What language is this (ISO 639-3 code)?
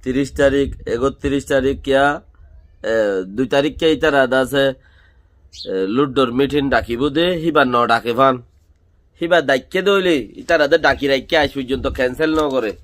rhg